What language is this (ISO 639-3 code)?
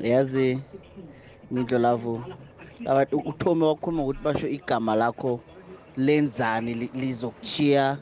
nbl